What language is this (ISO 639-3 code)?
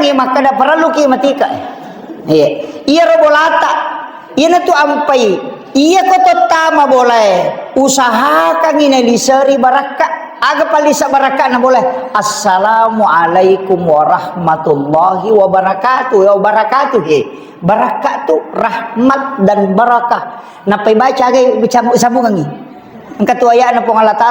bug